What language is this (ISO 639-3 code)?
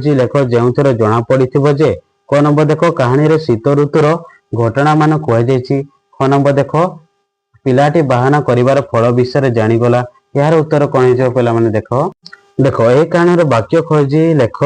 ori